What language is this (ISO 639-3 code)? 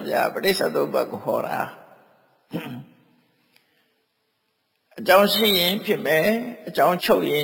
mya